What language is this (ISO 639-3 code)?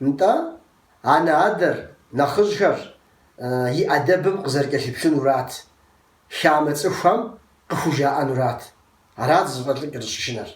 kbd